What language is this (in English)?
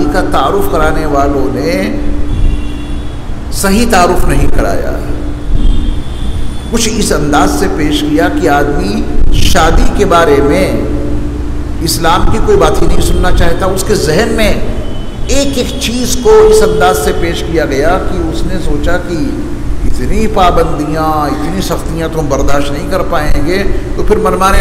Urdu